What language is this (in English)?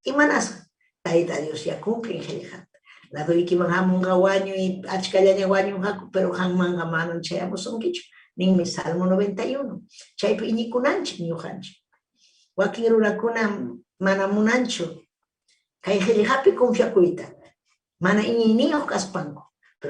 Ayacucho Quechua